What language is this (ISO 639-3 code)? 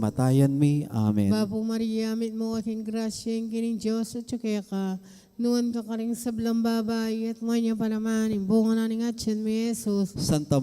pam